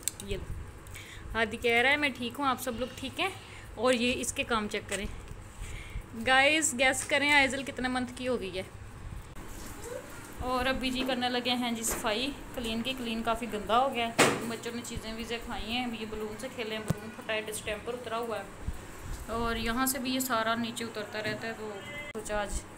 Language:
Hindi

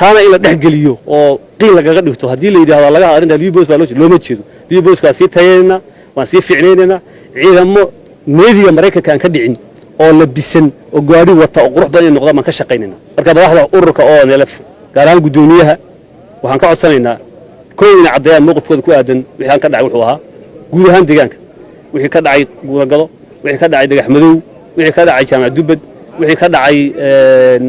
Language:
Somali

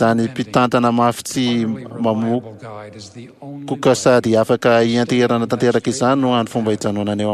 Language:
Malagasy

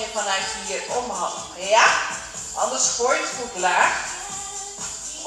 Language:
Dutch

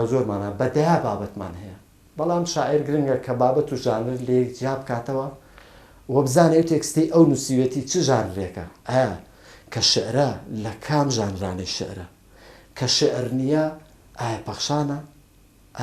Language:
Central Kurdish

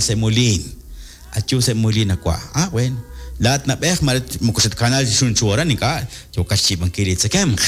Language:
Kekchí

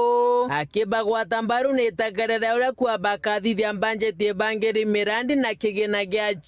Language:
Meru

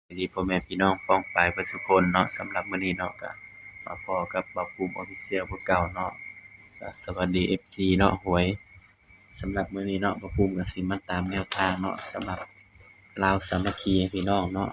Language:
Lao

